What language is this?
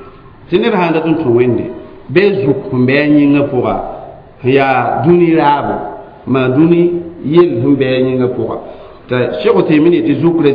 Mossi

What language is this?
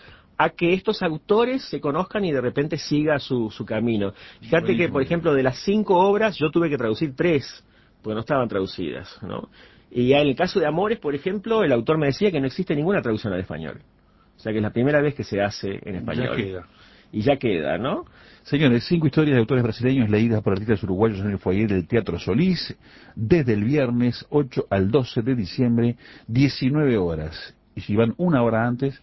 Spanish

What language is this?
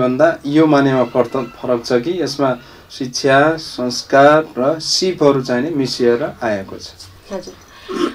Nepali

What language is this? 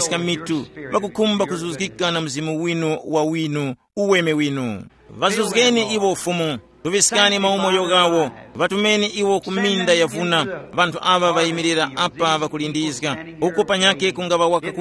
Tumbuka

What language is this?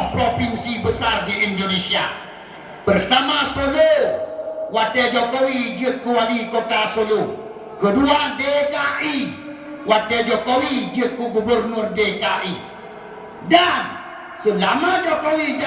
Achinese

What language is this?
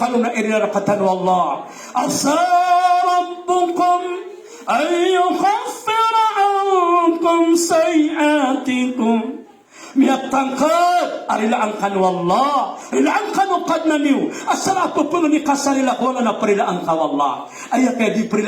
Maranao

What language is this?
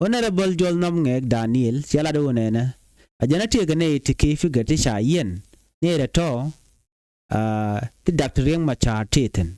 Nuer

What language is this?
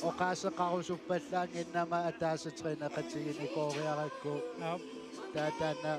Kalaallisut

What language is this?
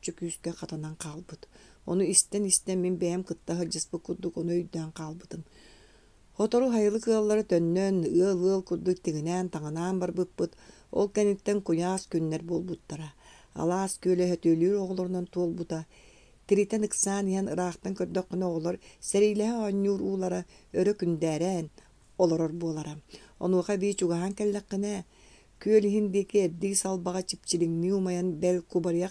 Yakut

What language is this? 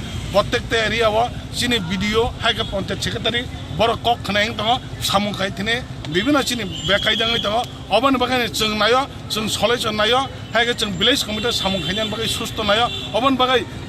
Kok Borok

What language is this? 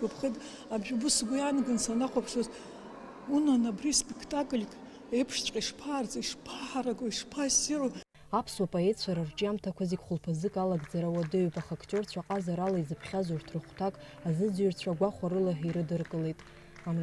Abkhazian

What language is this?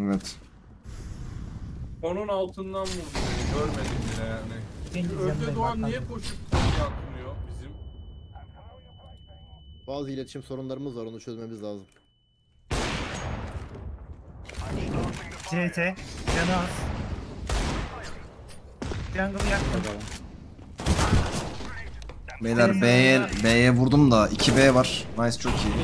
Turkish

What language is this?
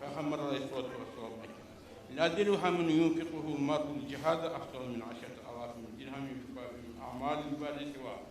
Kumyk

